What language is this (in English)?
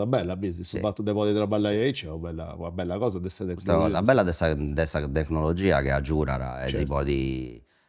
Sardinian